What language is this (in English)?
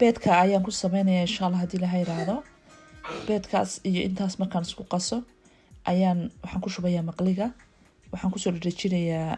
Somali